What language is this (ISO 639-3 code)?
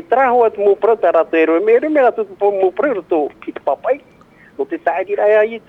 tah